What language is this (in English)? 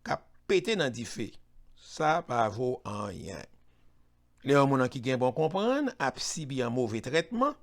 Haitian Creole